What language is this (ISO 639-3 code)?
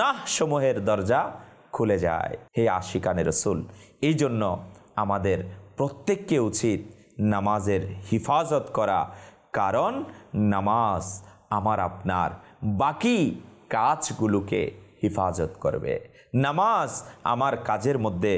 ben